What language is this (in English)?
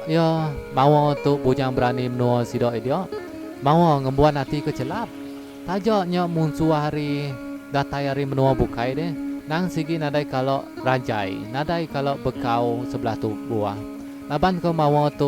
Iban